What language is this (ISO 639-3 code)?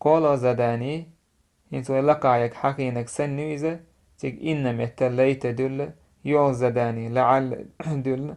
che